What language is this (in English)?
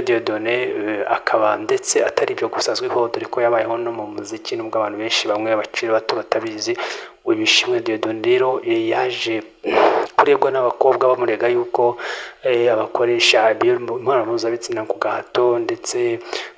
Kinyarwanda